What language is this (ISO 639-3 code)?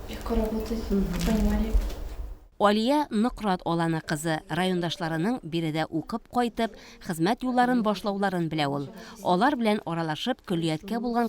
tat